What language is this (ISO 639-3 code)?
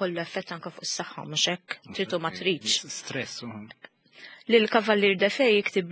mlt